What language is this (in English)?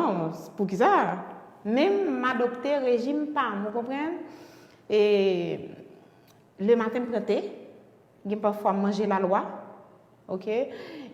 Haitian Creole